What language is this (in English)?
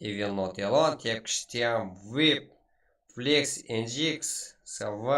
Kara-Kalpak